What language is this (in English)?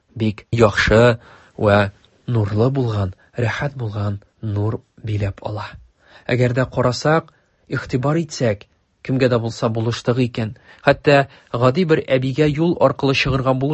Tatar